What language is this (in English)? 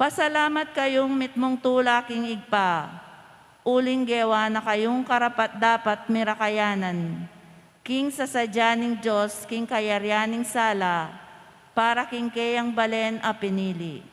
Pampanga